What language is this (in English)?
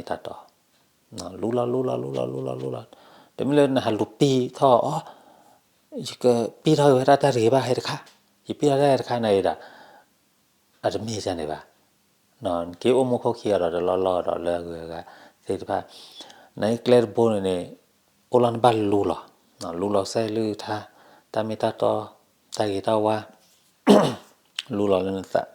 S'gaw Karen